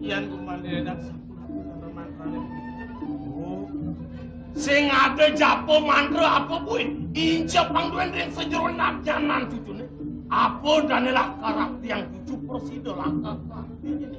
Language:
Balinese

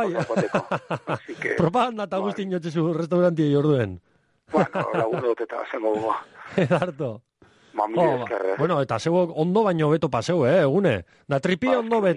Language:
Basque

